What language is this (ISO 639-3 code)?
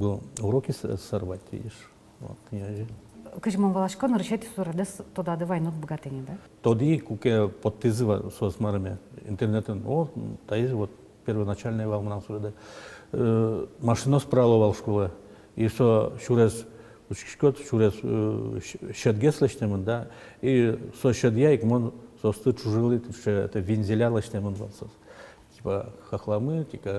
udm